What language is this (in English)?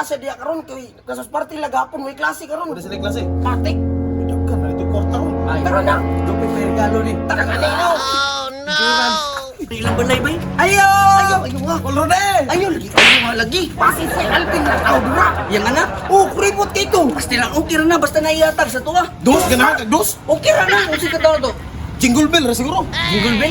Cebuano